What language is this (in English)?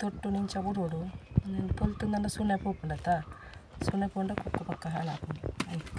Tulu